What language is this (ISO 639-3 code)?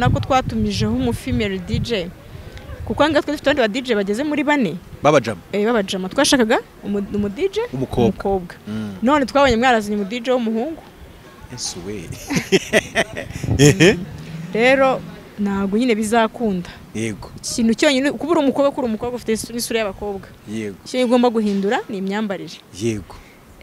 kin